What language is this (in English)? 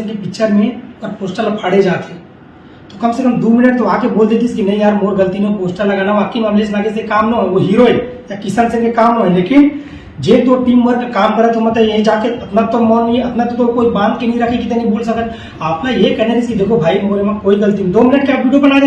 Chhattisgarhi